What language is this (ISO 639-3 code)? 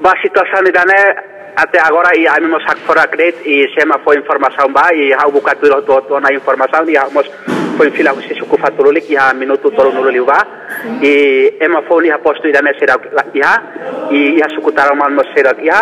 tet